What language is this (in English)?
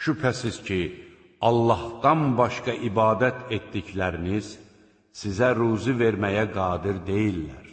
Azerbaijani